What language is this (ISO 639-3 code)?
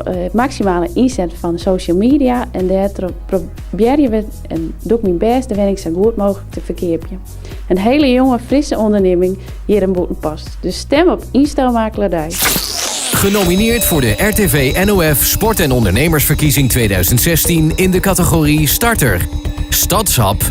fry